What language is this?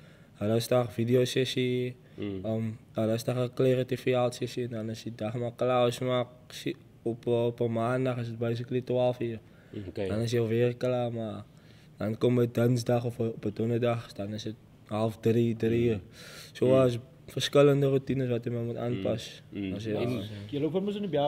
Afrikaans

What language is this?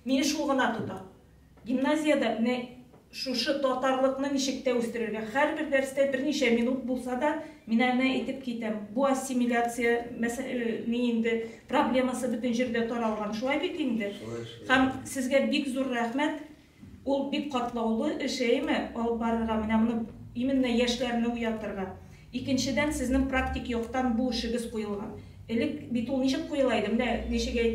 Tatar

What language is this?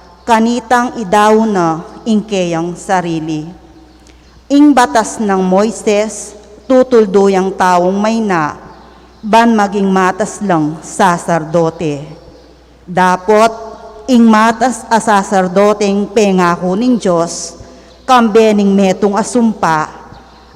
Pampanga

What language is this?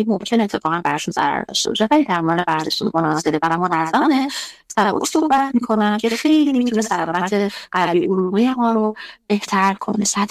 Persian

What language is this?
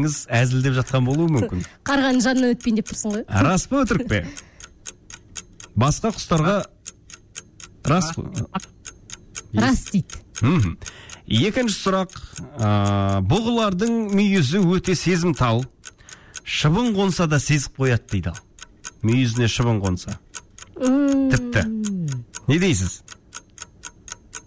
Kazakh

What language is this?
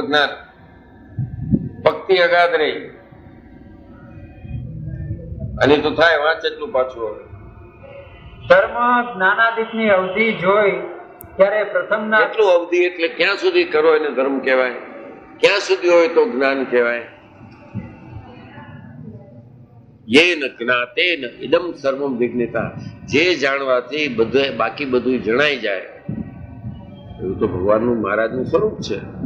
Gujarati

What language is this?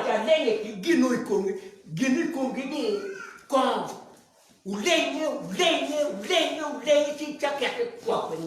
Acoli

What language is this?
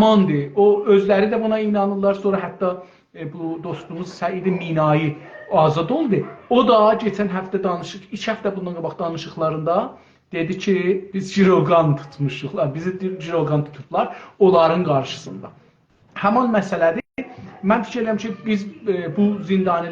South Azerbaijani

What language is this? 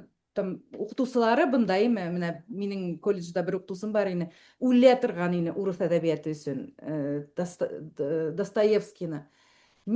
Bashkir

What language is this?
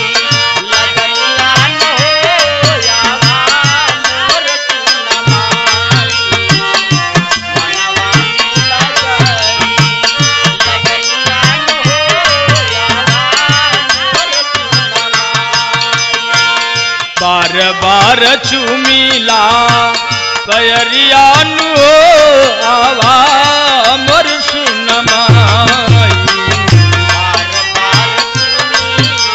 Bhojpuri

